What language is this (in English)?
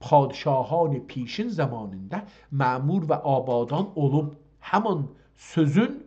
South Azerbaijani